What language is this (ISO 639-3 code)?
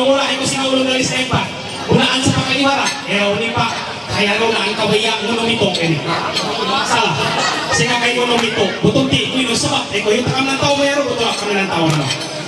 mhy